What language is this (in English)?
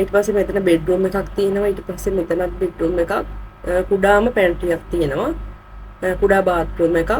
Sinhala